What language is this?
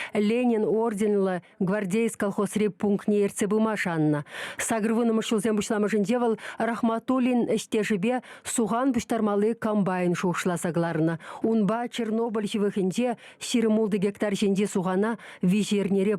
Chuvash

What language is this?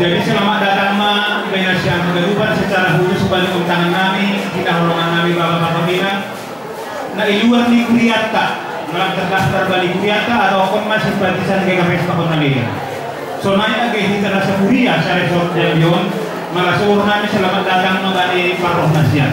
Batak Simalungun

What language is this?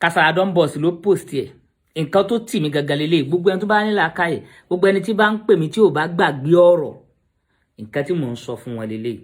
Yoruba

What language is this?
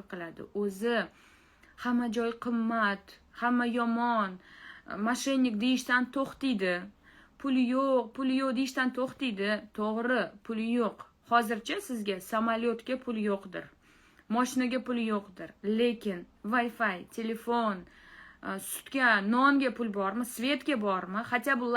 Uzbek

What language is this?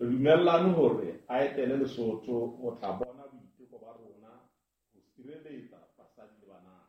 Southern Sotho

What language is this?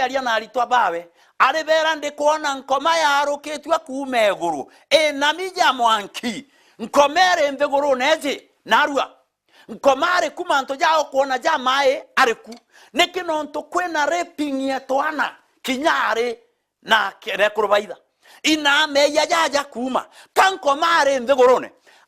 Meru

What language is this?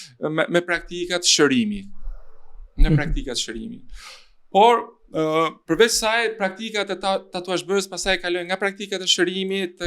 Albanian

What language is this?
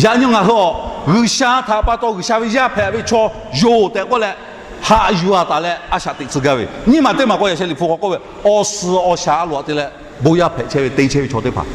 Lahu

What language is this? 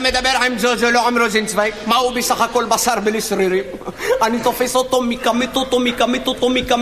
Hebrew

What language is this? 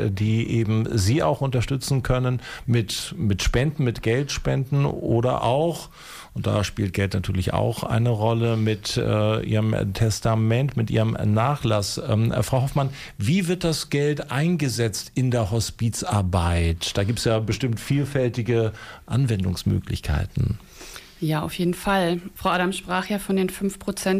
German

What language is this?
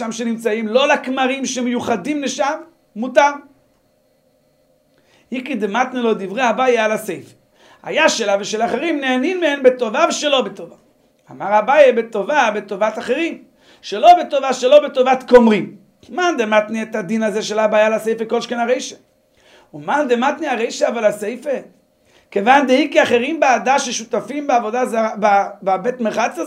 Hebrew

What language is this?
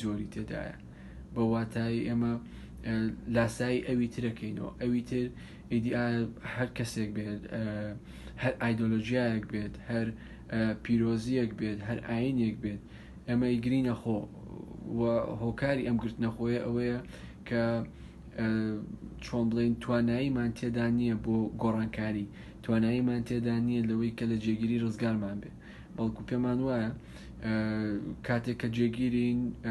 Central Kurdish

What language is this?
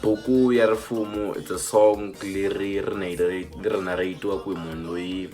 Tsonga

